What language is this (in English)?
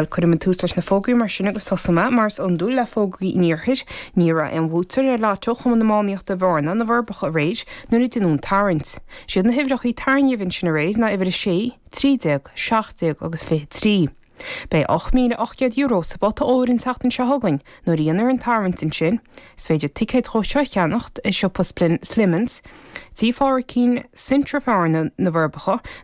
Irish